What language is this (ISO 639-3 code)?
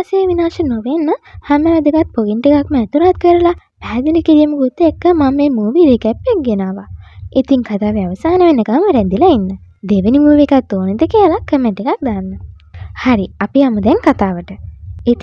sin